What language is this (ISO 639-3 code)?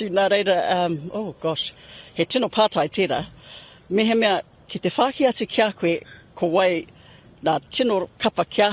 mri